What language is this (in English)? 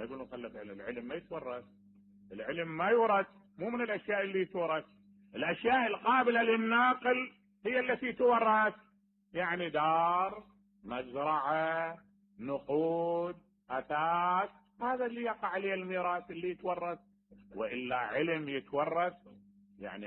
Mesopotamian Arabic